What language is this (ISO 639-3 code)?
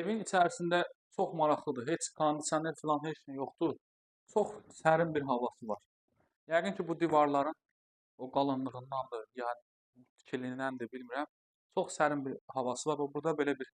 aze